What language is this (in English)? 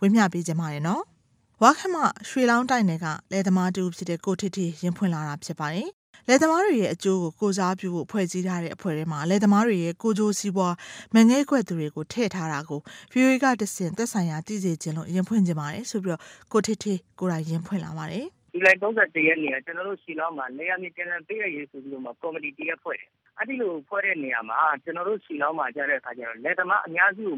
Burmese